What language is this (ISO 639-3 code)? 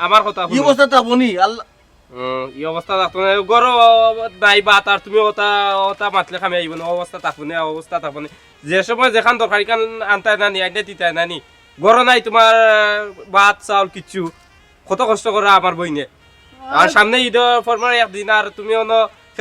syl